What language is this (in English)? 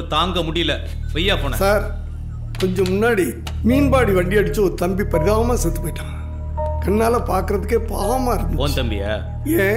Tamil